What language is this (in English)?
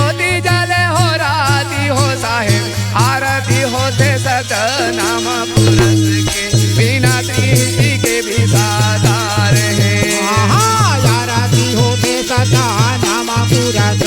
Chhattisgarhi